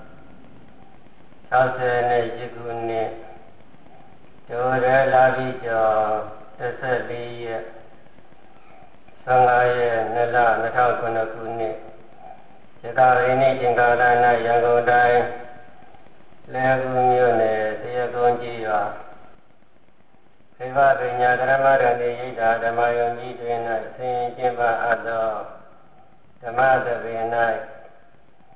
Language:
Burmese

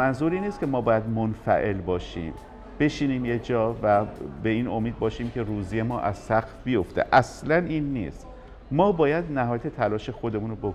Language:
Persian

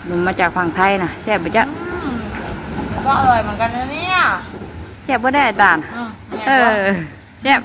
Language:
Northeastern Thai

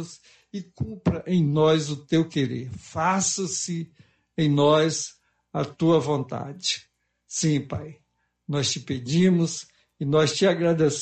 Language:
Portuguese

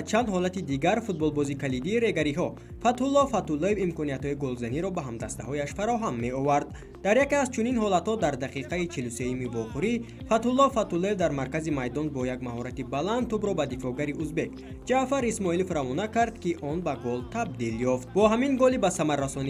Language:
Tajik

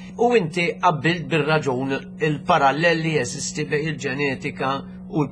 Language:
Maltese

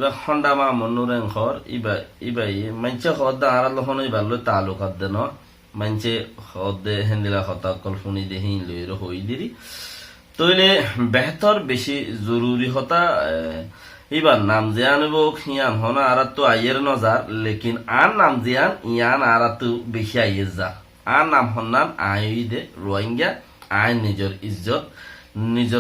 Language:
Rohingya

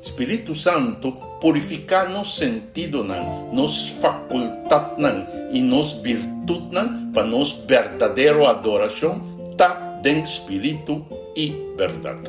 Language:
Papiamento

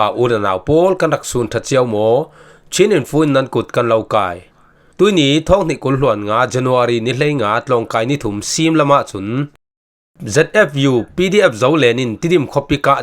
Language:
Falam Chin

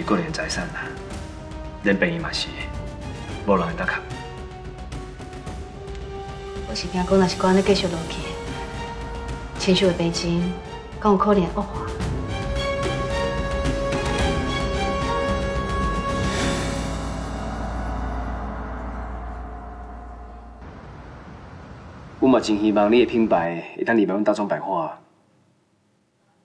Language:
Min Nan Chinese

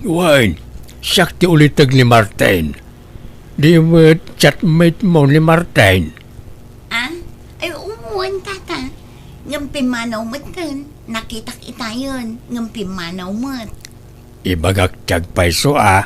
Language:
Iloko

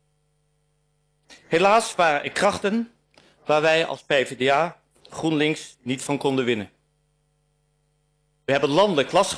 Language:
Dutch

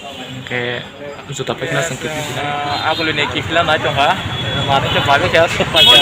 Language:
Kok Borok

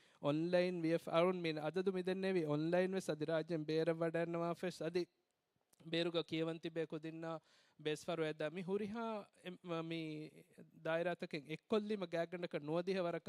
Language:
Divehi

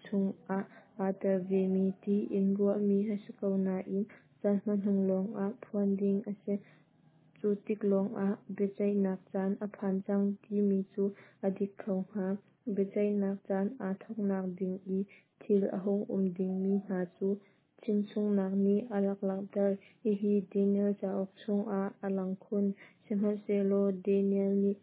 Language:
Hakha Chin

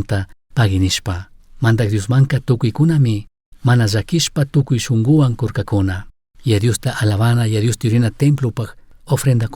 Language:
Chimborazo Highland Quichua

